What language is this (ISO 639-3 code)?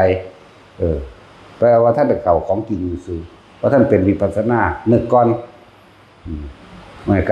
tts